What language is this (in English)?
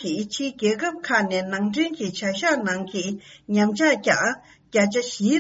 Tibetan